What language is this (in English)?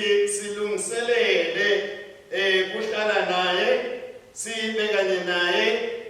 Swati